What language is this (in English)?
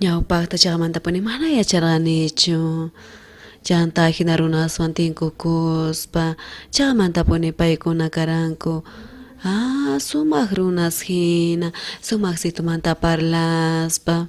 South Bolivian Quechua